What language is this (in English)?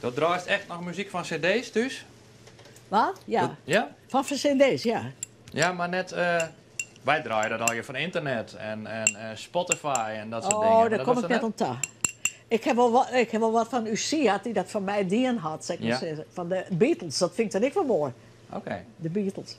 Western Frisian